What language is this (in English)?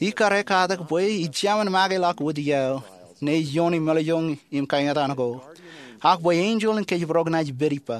Marshallese